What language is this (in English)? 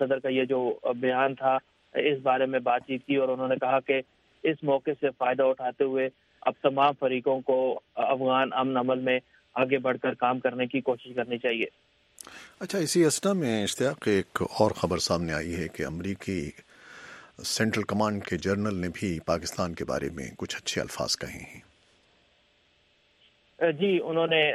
Urdu